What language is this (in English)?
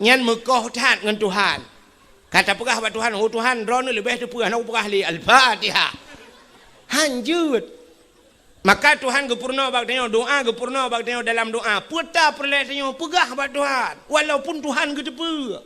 Achinese